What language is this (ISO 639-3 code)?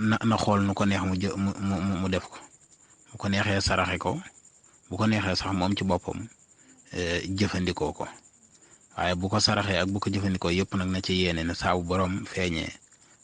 wol